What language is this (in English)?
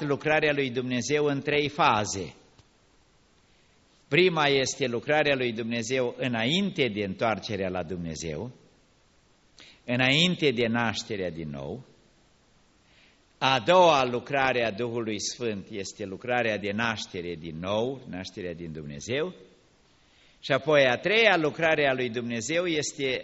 Romanian